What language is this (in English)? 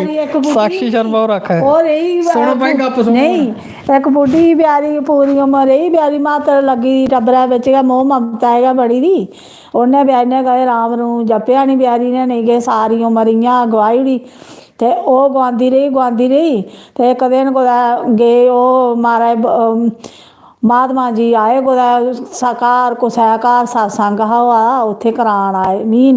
Dogri